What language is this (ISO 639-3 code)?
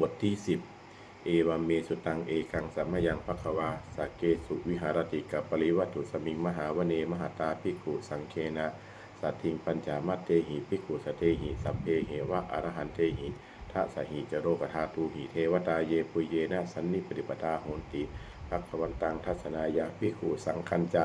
pli